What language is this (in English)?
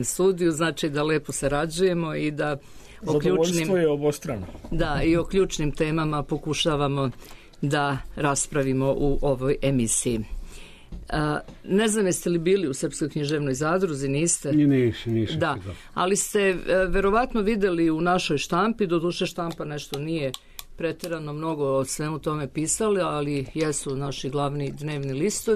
Serbian